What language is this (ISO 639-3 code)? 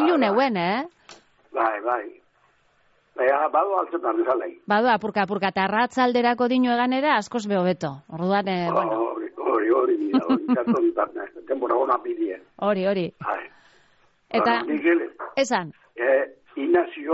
eus